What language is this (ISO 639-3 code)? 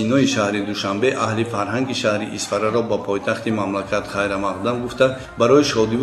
tgk